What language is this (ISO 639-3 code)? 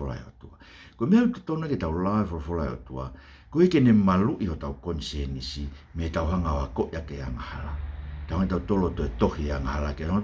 ton